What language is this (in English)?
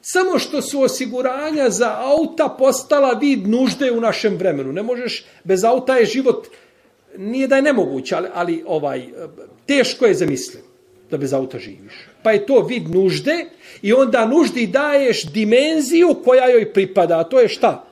Bosnian